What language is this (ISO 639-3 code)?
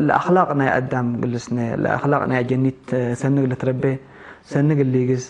tig